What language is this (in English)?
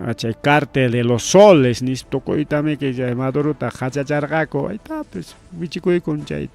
Ayacucho Quechua